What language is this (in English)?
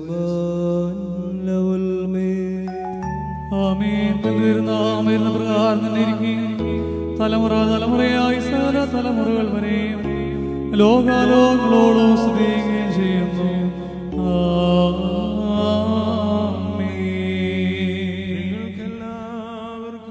Malayalam